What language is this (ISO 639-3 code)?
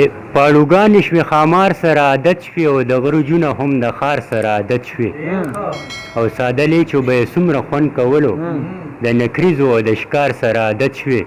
pus